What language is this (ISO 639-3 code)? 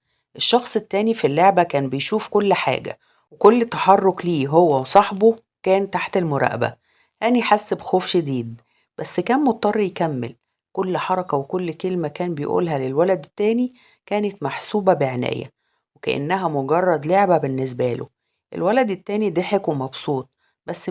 arz